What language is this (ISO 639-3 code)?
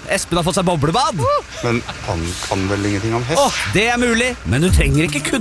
nor